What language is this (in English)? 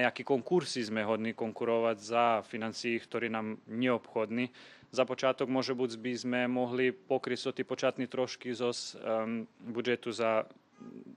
Rusyn